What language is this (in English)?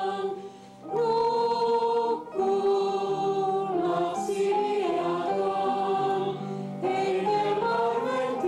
Finnish